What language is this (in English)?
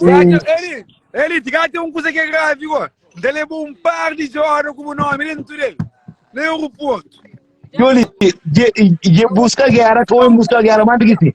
Kabuverdianu